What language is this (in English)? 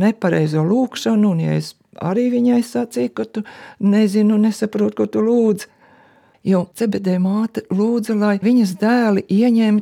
Latvian